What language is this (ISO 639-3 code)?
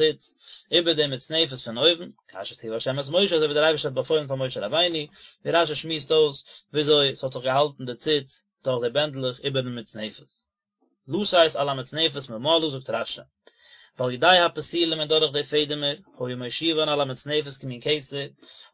yid